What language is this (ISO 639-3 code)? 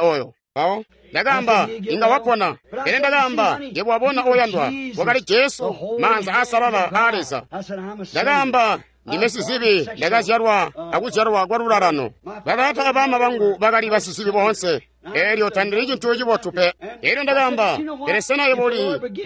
toi